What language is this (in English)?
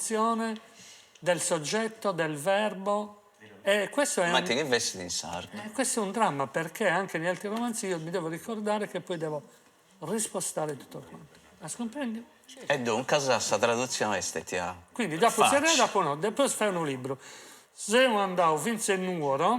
Sardinian